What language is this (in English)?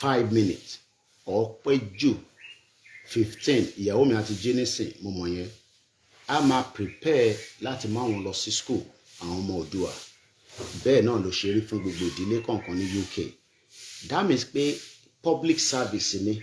Yoruba